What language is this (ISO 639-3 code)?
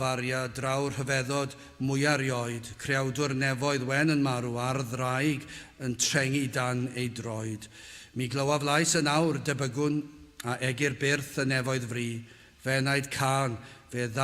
cym